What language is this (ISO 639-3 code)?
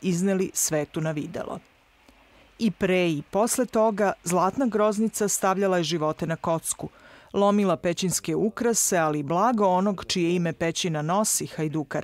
srp